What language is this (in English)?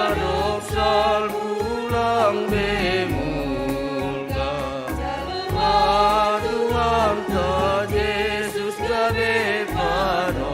Batak Simalungun